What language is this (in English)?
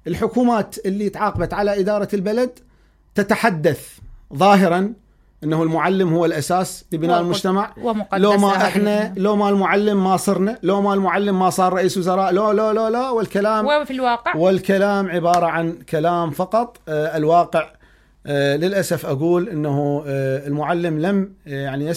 Mesopotamian Arabic